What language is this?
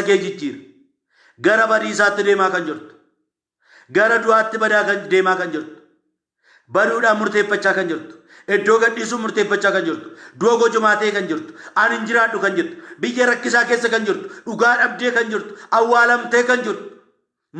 Oromo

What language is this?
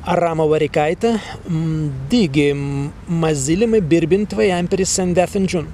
Prussian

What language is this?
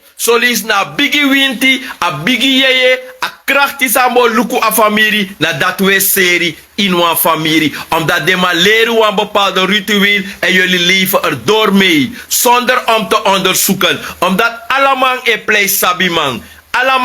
Sranan Tongo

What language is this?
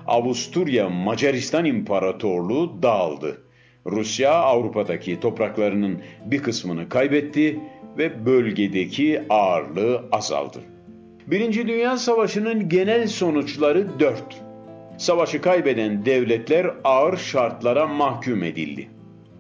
Turkish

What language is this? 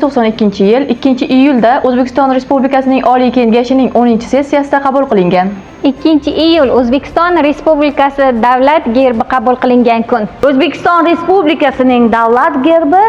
Uzbek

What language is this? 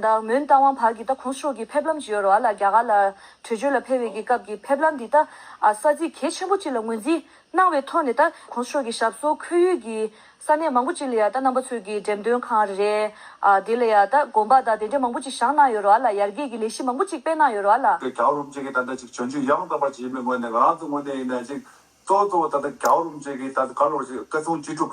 Tibetan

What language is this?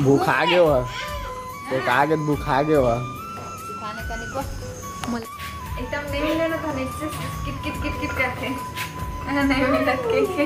Chhattisgarhi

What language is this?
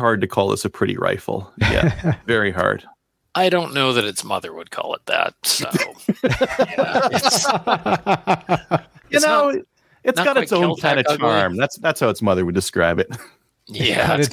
English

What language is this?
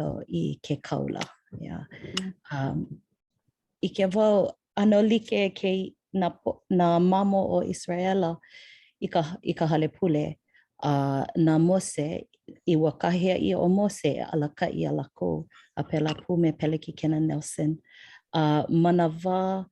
Hawaiian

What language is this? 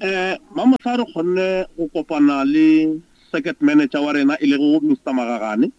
Northern Sotho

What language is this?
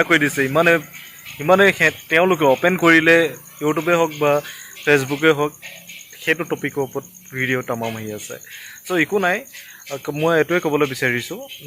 Assamese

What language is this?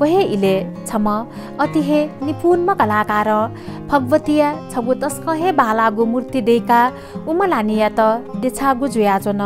Newari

